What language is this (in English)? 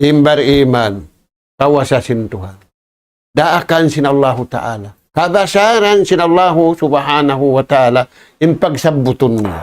Tausug